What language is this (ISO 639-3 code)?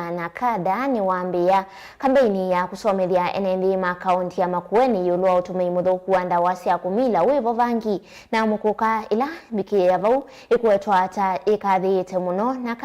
kam